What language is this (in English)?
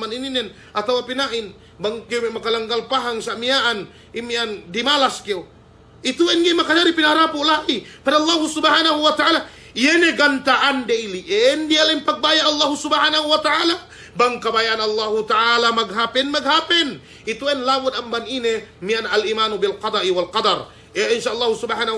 Yakan